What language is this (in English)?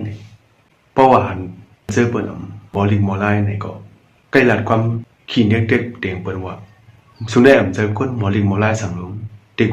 Shan